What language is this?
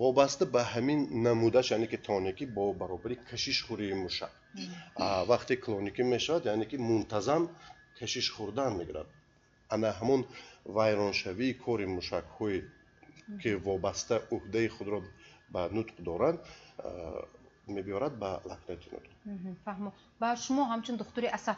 Tajik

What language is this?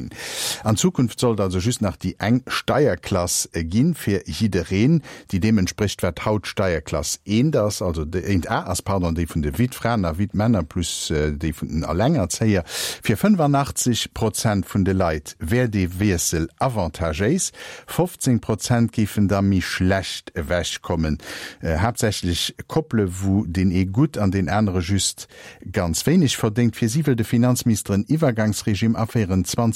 Luxembourgish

